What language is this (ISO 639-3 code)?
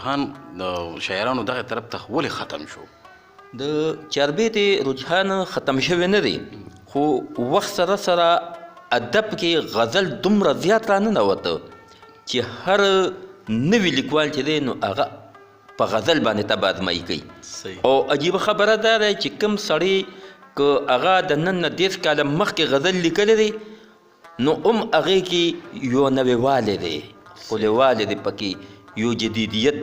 pus